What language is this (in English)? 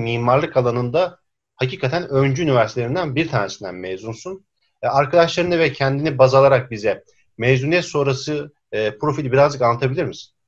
Turkish